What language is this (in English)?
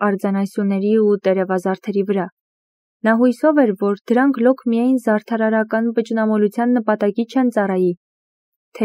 Armenian